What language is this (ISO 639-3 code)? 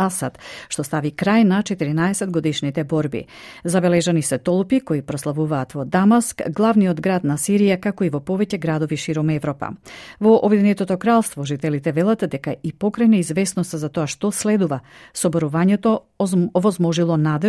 mkd